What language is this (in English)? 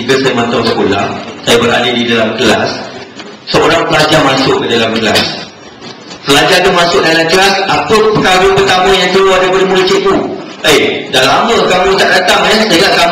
Malay